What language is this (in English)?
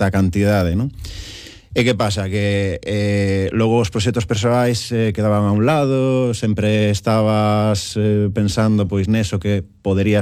Galician